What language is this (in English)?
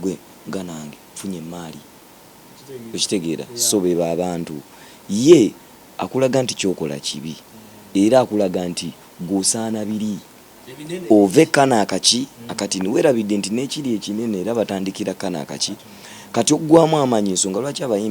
Ganda